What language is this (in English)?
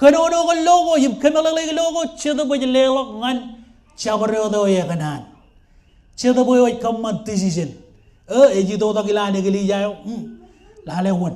Marshallese